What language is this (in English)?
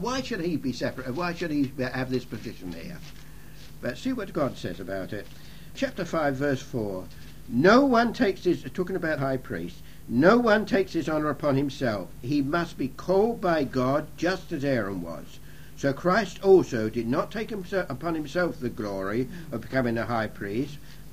English